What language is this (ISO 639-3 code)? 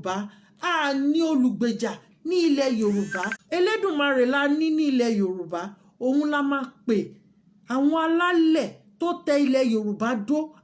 yor